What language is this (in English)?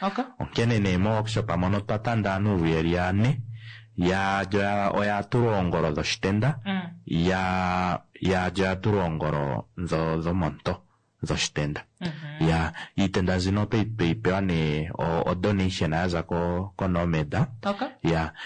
Kuanyama